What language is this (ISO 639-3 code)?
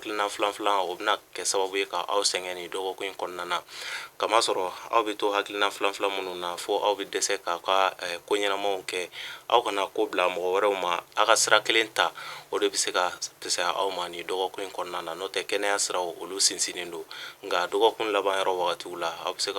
bam